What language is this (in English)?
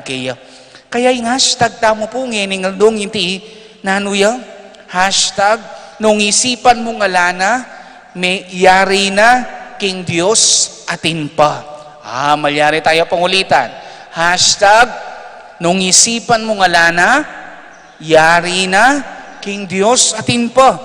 Pampanga